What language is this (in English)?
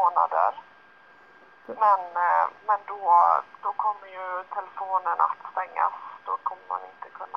Swedish